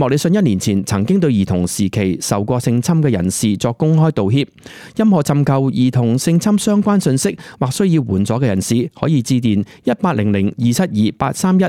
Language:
Cantonese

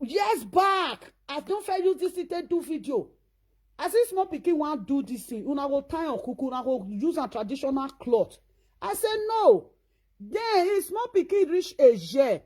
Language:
Nigerian Pidgin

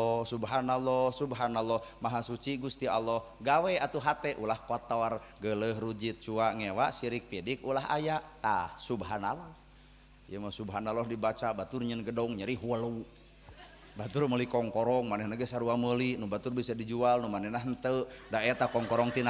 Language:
Sundanese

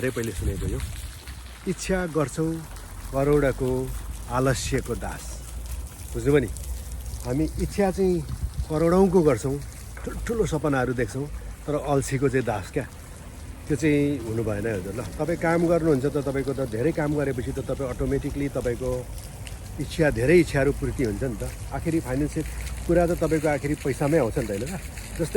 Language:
Nepali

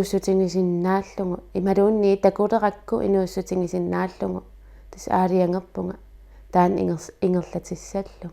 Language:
Kalaallisut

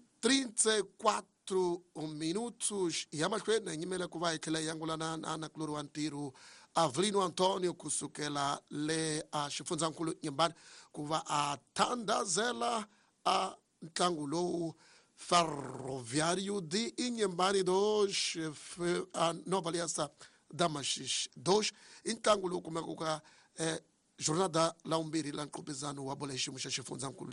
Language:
Tsonga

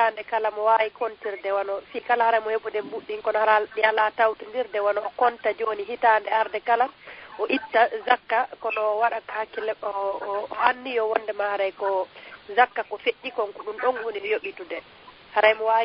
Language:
Fula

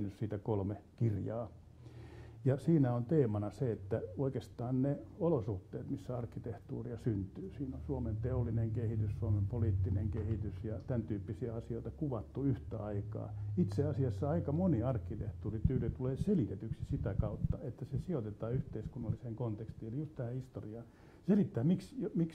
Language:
Finnish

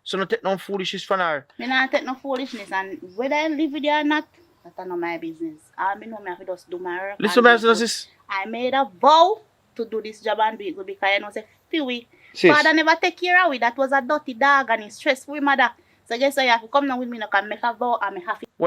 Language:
Jamaican Creole English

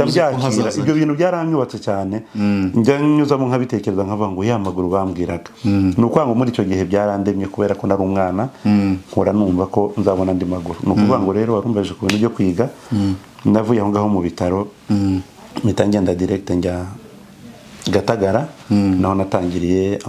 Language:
Kinyarwanda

